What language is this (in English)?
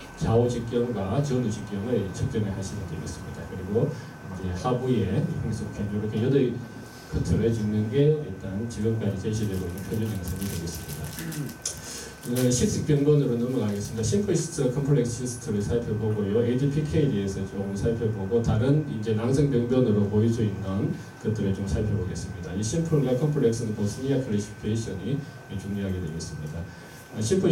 Korean